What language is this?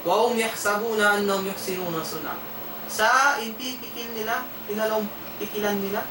Tausug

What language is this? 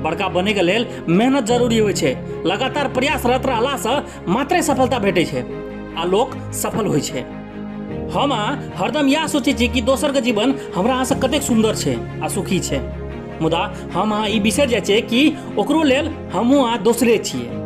Maithili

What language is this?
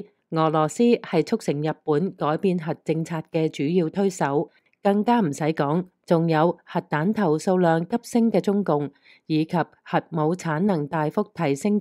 Cantonese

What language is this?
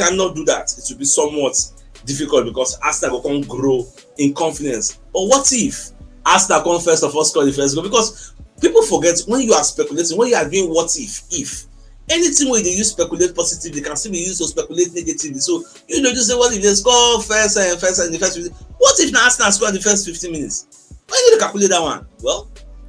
Nigerian Pidgin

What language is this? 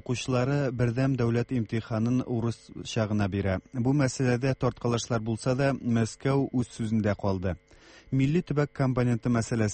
Tatar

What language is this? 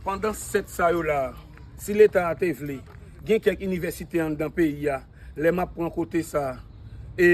Haitian Creole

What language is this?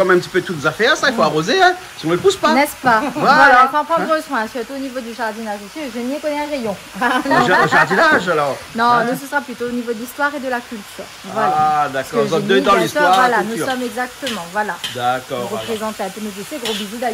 Réunion Creole French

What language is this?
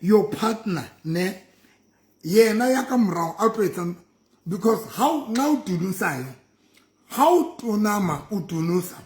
Southern Sotho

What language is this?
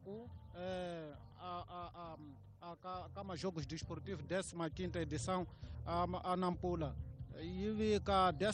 Tsonga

